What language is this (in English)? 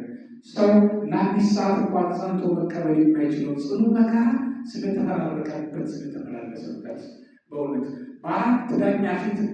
Amharic